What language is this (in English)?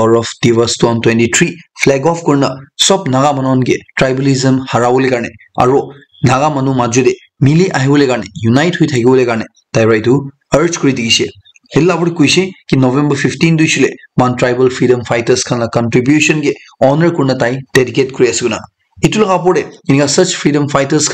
Naga Pidgin